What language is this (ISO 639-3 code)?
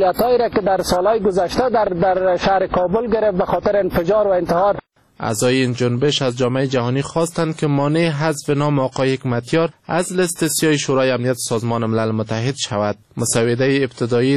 fas